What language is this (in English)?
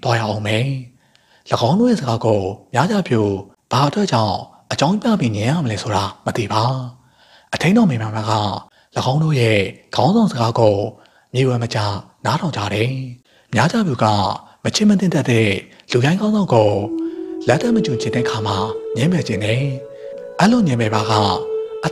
Burmese